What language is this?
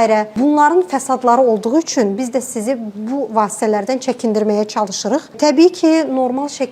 Azerbaijani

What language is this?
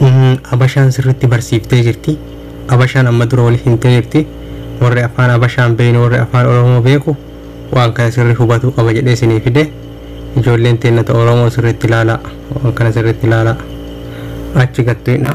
Oromo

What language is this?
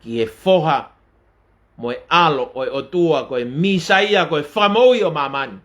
Tongan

